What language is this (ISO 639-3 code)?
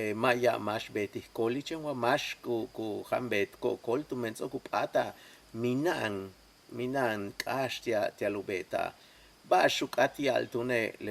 yua